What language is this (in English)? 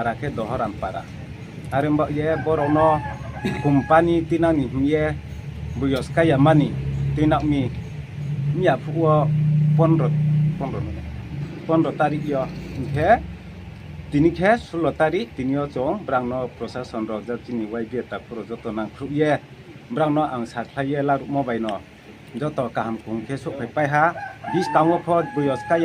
Riang (India)